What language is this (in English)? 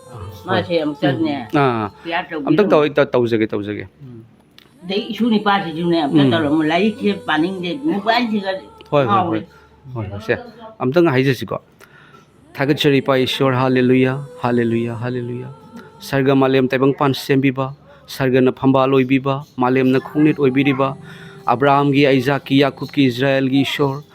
Manipuri